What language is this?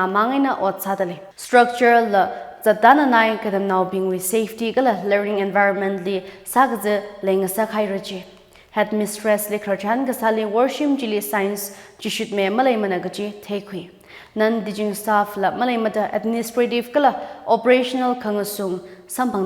Tangkhul Naga (India)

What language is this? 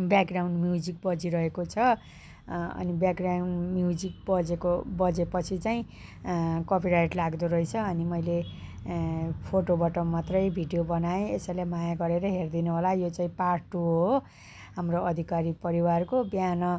Nepali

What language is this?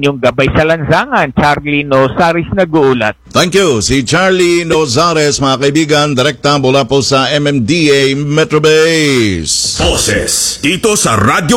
Filipino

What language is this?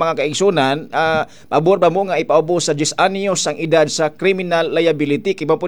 Cebuano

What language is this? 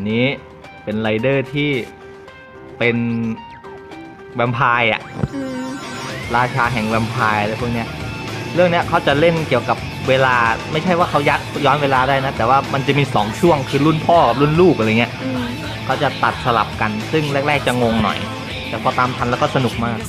Thai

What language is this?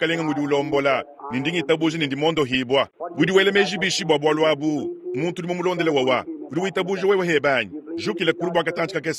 Luba-Lulua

